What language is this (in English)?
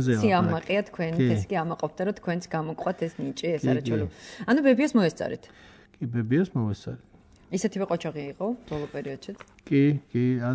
Georgian